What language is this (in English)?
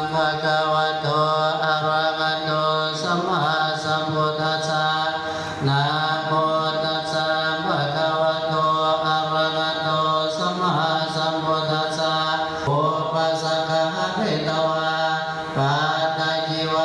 Pali